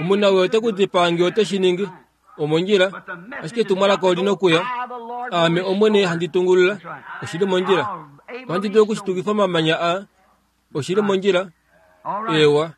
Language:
Kuanyama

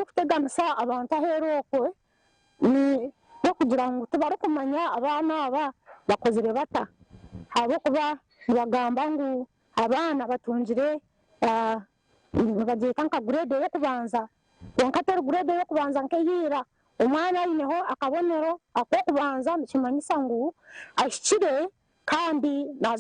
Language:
Nyankole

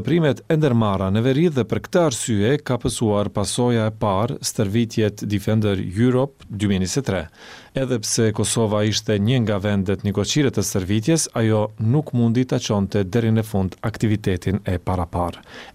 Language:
Albanian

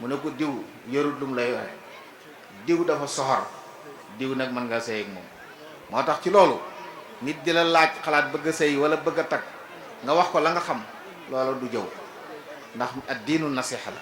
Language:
Wolof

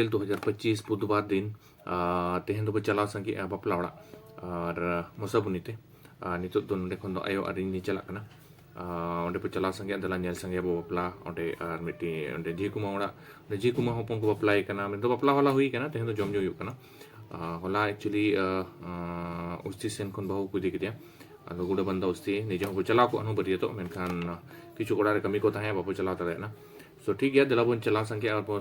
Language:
Santali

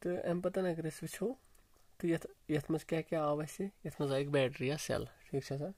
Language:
Kashmiri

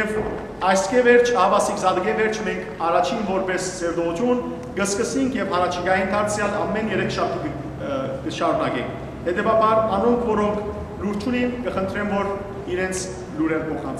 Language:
Western Armenian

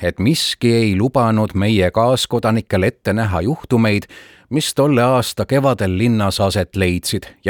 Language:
Estonian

